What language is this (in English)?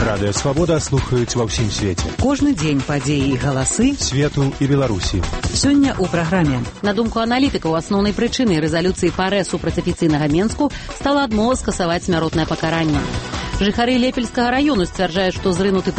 Belarusian